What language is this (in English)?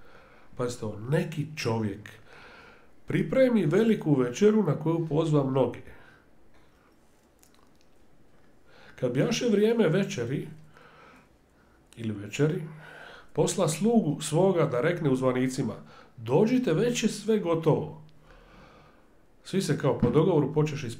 Croatian